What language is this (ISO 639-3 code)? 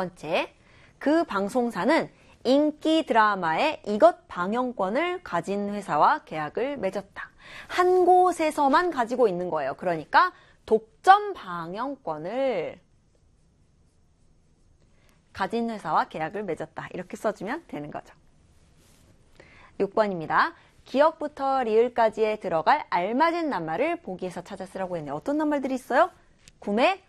kor